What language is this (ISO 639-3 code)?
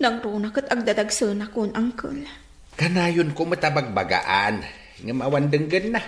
ilo